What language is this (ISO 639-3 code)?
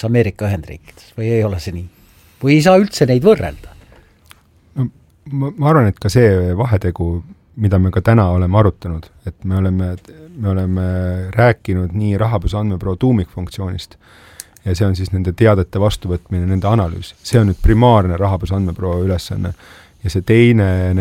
est